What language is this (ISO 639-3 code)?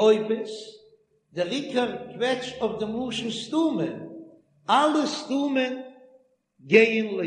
yid